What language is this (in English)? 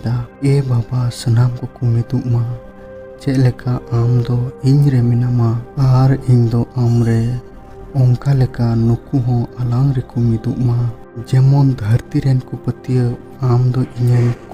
Santali